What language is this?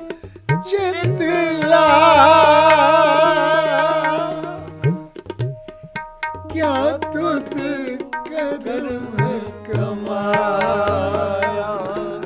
Punjabi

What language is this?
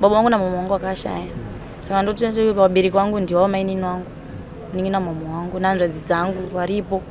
Shona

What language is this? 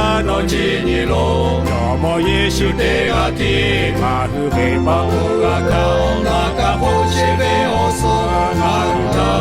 Lahu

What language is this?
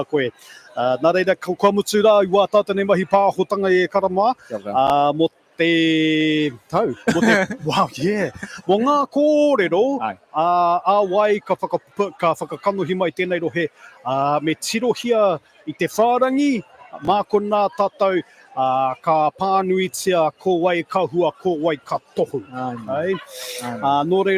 Māori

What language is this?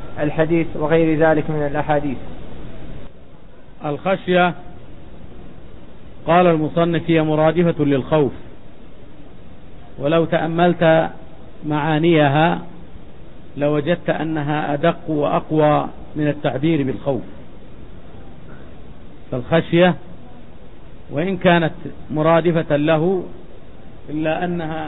Arabic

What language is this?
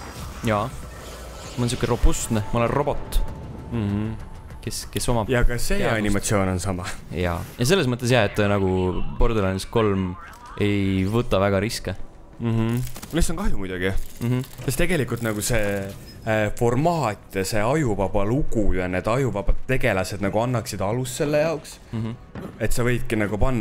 Estonian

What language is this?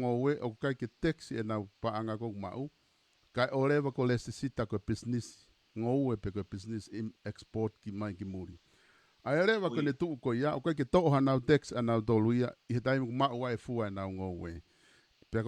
Tongan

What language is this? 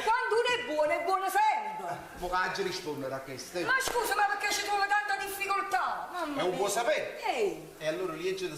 Neapolitan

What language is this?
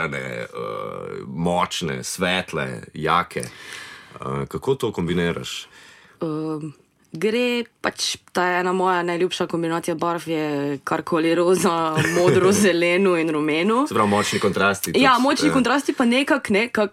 Slovenian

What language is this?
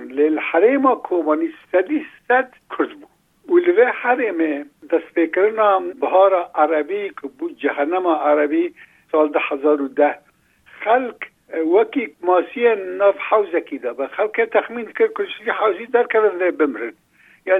Kurdish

